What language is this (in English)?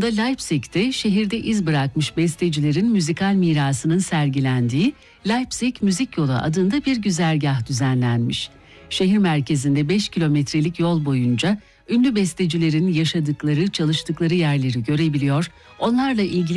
Turkish